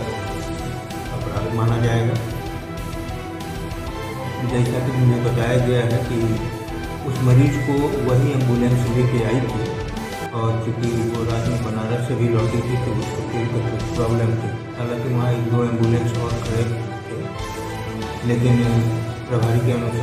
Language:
Hindi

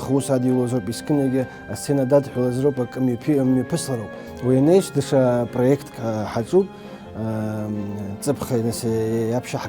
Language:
Abkhazian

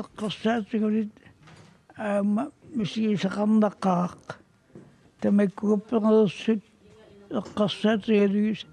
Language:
Kalaallisut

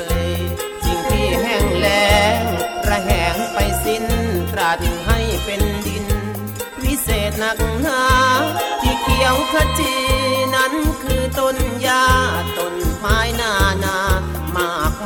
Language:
Thai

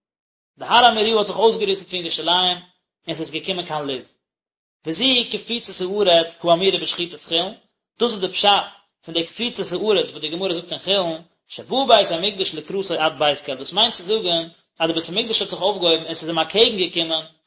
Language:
Yiddish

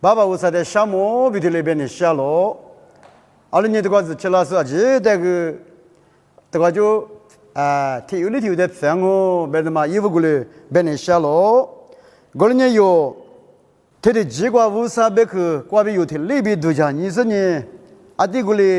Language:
Lisu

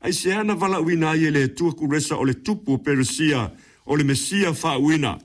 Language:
Samoan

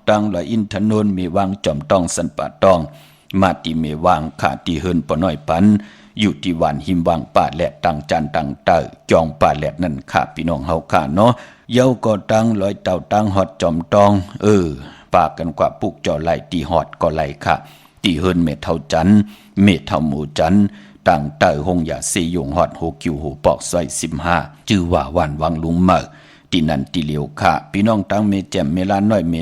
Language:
Shan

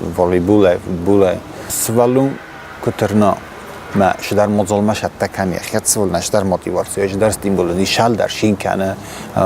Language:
Ossetic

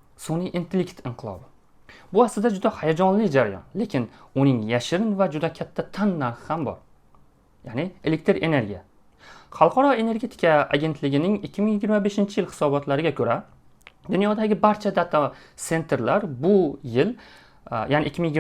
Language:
Uzbek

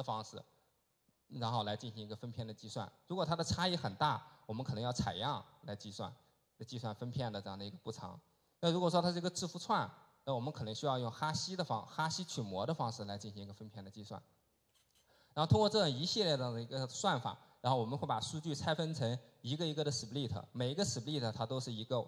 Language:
Chinese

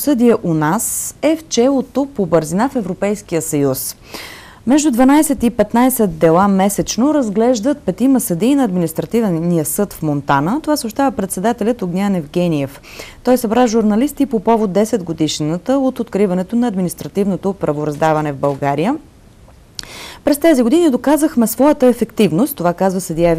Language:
Bulgarian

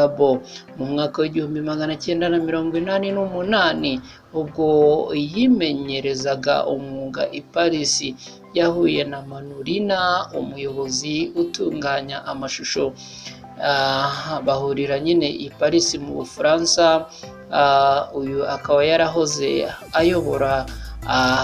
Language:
Kinyarwanda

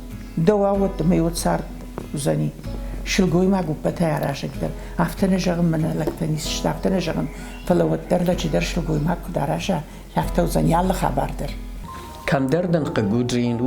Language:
Ossetic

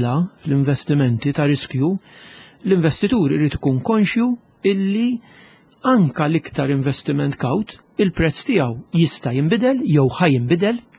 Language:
Maltese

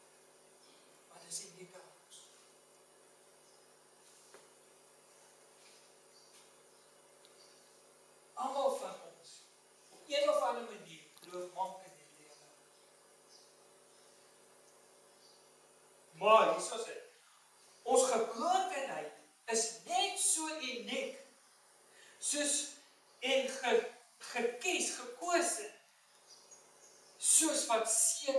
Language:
Afrikaans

